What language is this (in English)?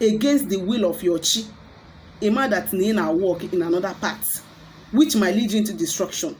Igbo